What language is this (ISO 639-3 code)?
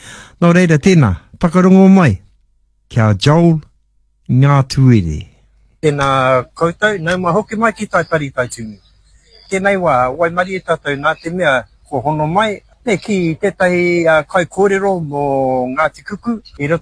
mri